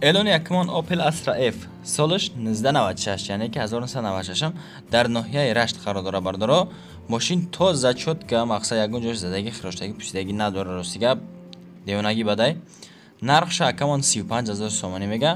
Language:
Tajik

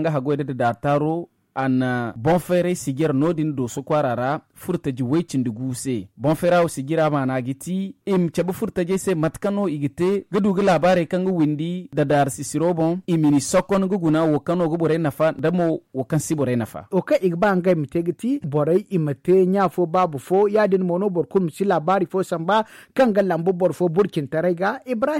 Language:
Zarma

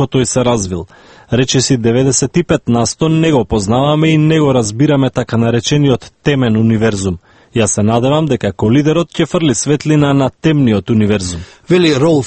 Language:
Macedonian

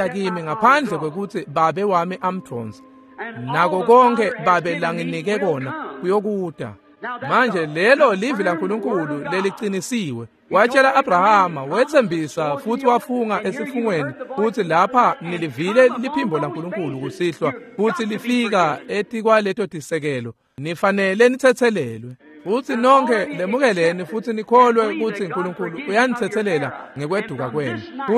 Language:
Swati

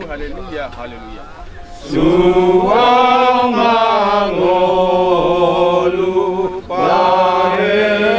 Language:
Batak Toba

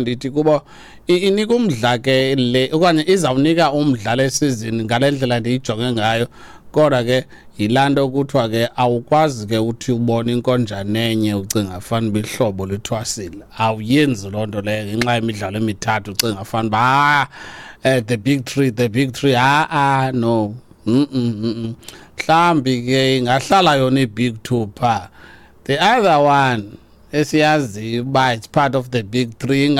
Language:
Xhosa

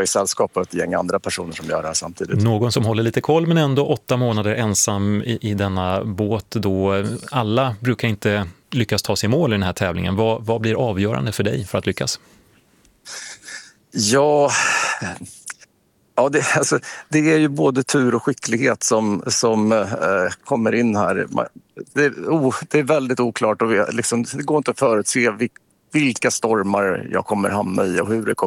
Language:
Swedish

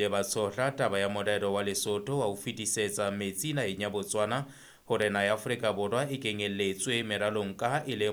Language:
Southern Sotho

